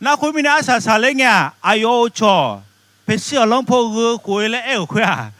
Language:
Akha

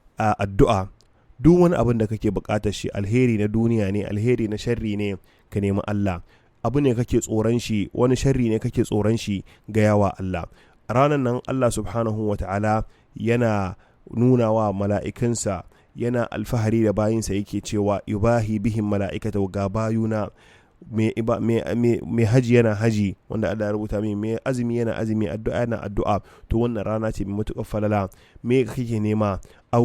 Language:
Hausa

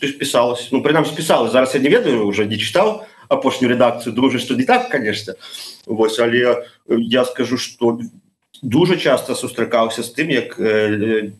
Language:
Belarusian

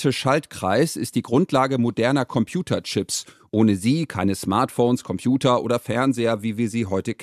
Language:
German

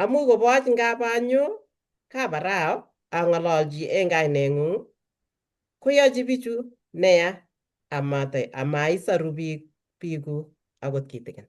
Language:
Kalenjin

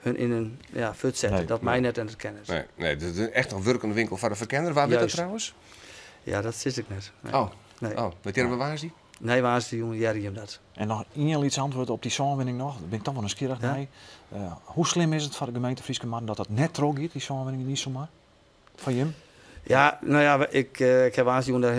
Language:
Western Frisian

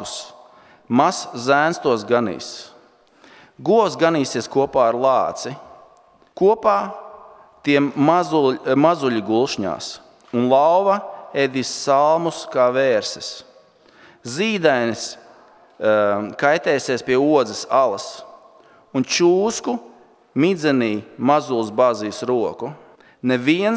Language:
Latvian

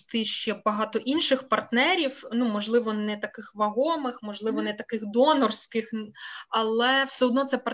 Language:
Ukrainian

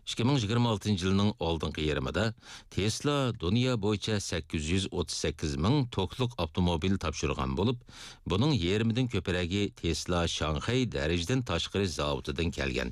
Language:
Uyghur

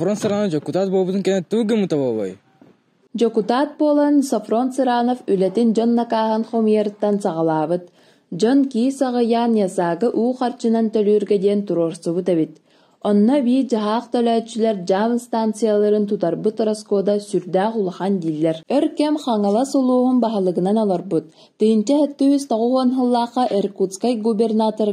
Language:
Yakut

